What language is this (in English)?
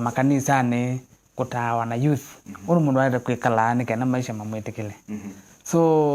Kamba